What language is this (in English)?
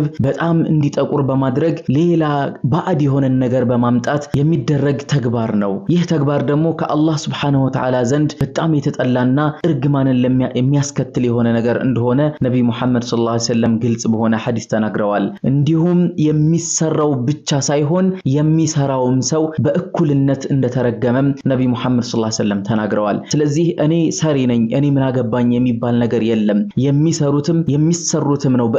Amharic